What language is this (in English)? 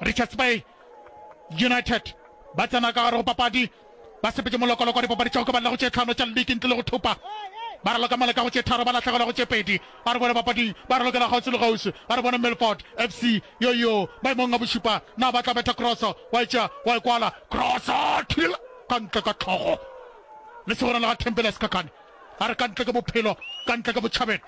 Northern Sotho